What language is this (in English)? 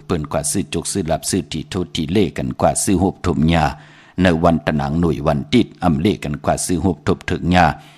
Shan